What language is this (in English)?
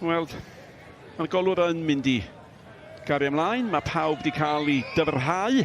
Welsh